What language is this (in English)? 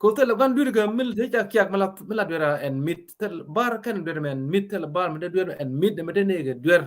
Nuer